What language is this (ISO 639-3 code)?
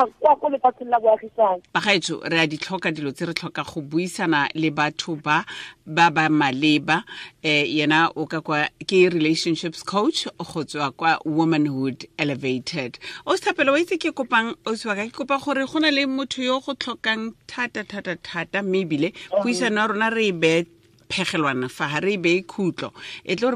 tsn